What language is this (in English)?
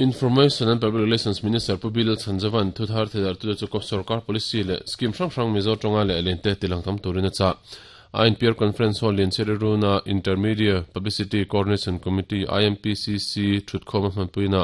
Mizo